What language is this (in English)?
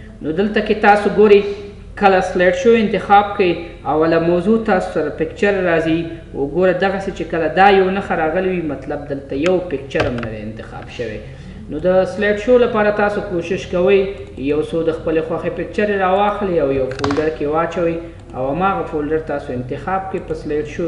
Pashto